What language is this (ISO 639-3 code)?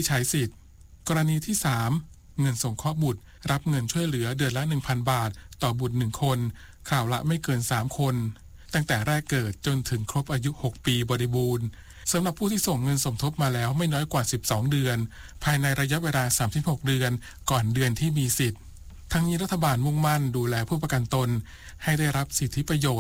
tha